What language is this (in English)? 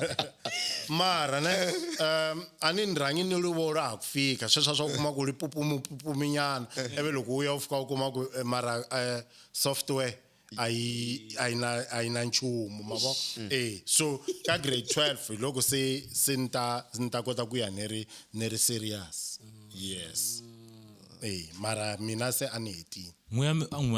Tsonga